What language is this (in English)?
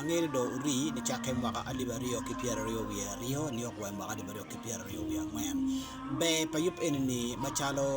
Acoli